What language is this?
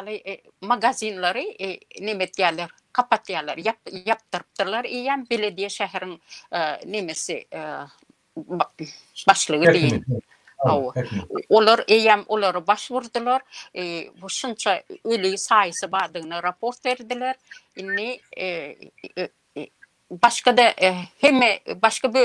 Turkmen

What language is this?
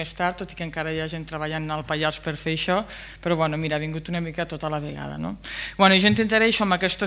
Catalan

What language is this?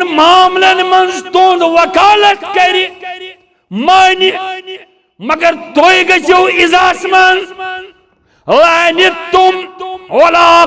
Kashmiri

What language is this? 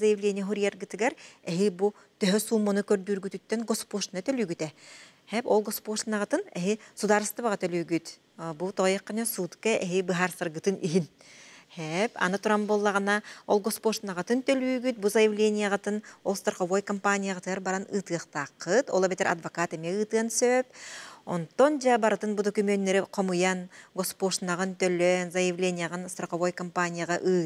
Yakut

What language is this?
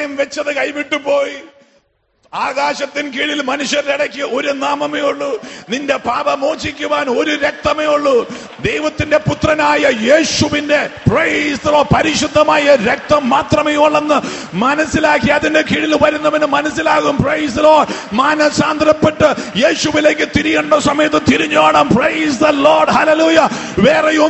Malayalam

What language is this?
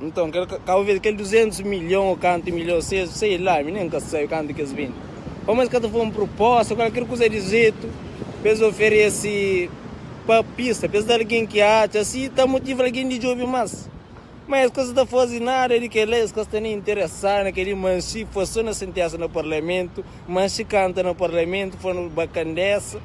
Kabuverdianu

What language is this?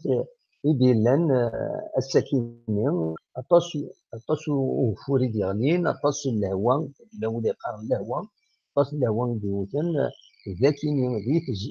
Kabyle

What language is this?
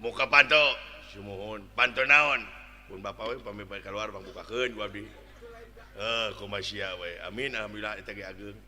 Sundanese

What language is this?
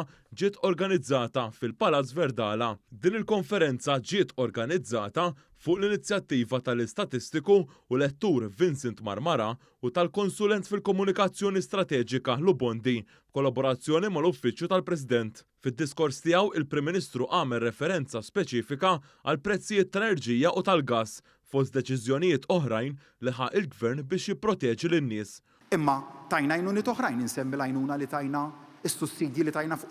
Maltese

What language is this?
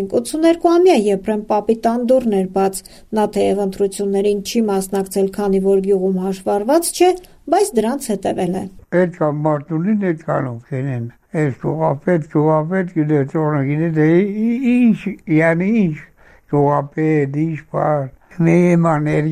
Armenian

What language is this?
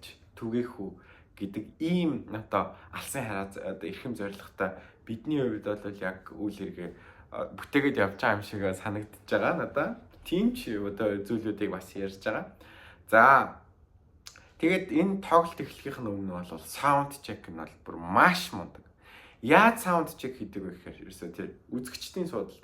Mongolian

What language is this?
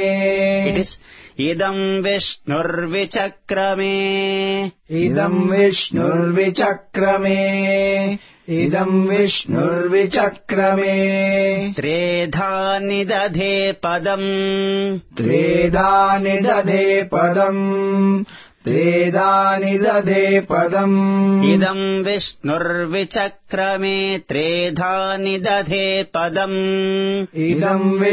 Sanskrit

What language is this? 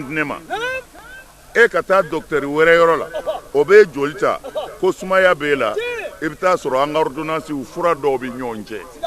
Bambara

